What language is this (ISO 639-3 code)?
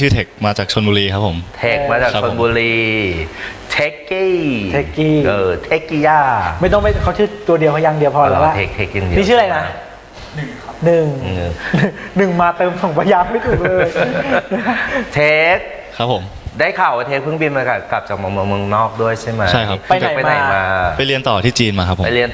tha